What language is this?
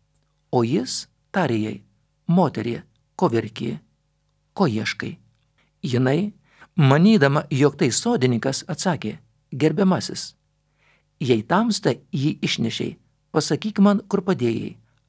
Lithuanian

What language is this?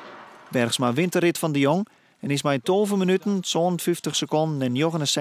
Western Frisian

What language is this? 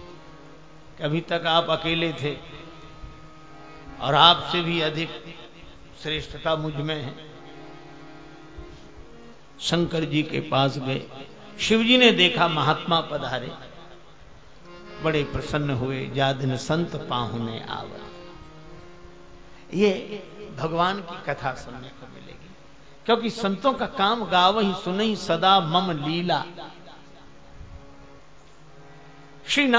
Hindi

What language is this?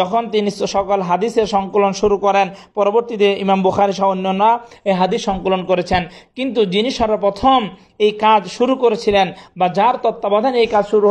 Bangla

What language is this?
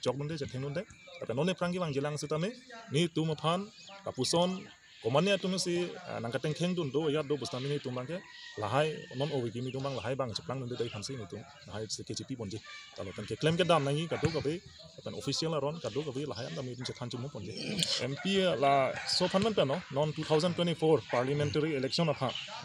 Karbi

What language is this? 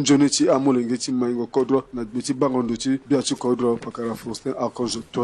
Sango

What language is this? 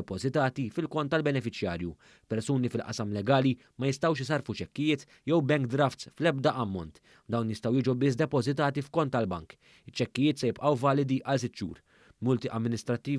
Maltese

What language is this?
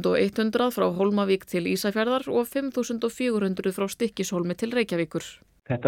Icelandic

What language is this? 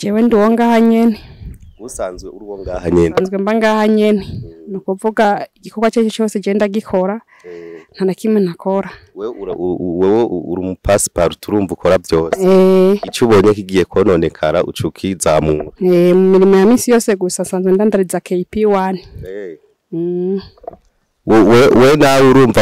Rundi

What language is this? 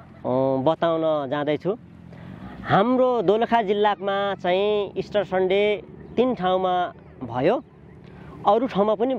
Nepali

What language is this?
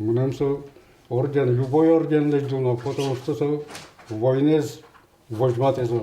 Udmurt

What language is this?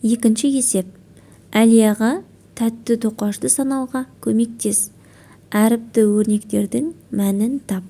Kazakh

